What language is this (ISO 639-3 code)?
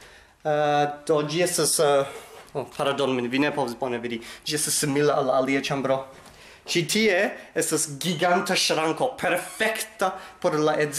epo